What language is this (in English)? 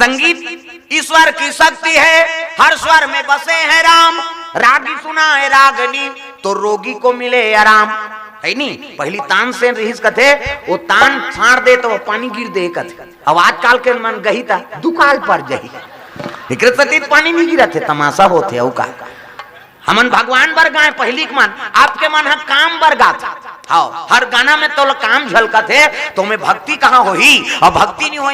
Chhattisgarhi